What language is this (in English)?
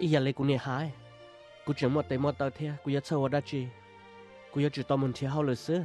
Hmong